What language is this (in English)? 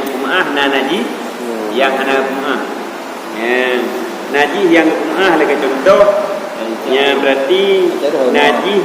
Achinese